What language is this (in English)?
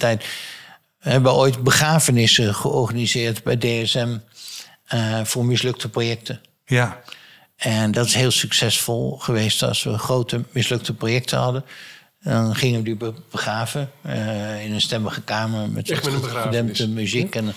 Dutch